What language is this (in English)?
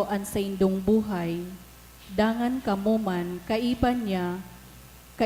Bikol